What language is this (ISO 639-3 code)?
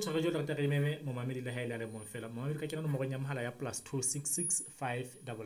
sot